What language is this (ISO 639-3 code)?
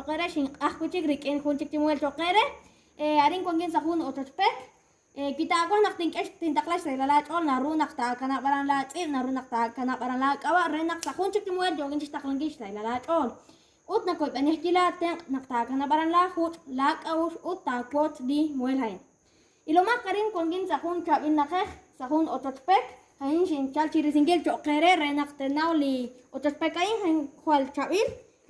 kek